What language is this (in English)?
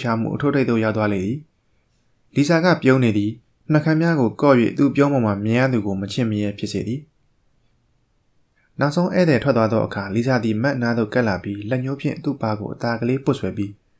Burmese